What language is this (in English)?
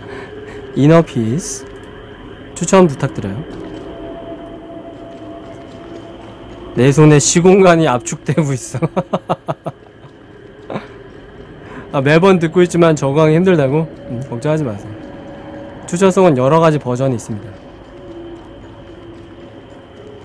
Korean